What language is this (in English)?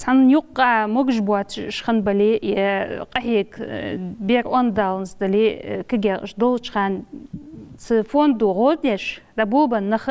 Ingush